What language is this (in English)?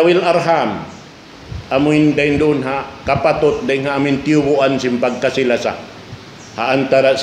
Tausug